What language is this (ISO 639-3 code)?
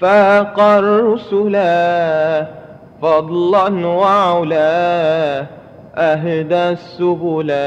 mad